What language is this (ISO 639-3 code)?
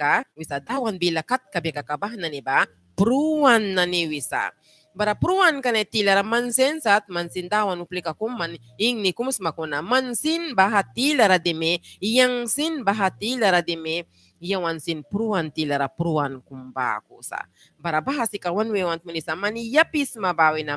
miq